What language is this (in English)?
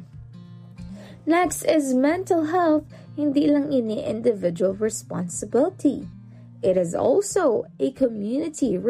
Filipino